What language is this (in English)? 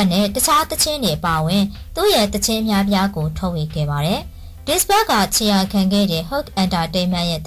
Burmese